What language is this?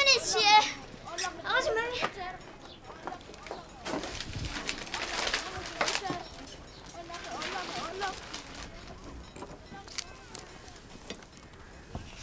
Persian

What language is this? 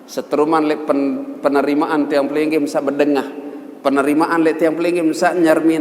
Sasak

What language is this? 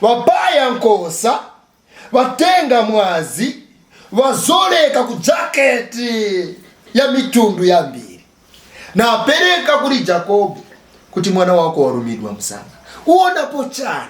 Nyanja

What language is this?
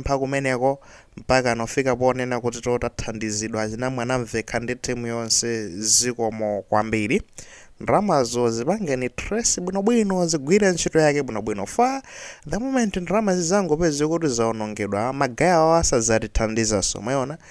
Nyanja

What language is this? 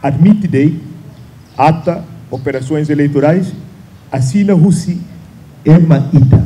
Tetum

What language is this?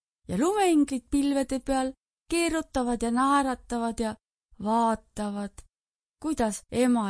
Estonian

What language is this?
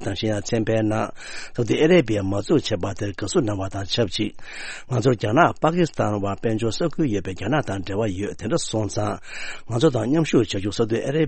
Tibetan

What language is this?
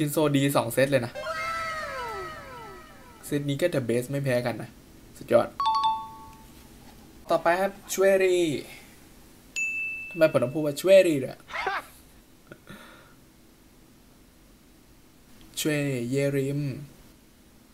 Thai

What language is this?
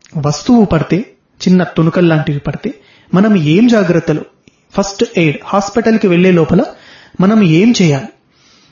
Telugu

